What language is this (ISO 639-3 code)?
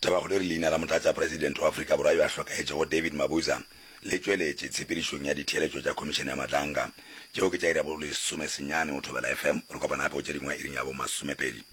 nso